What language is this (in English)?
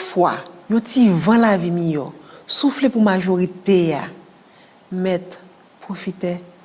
Haitian Creole